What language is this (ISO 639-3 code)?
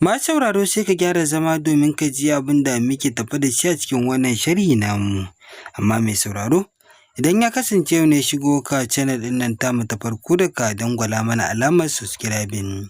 hau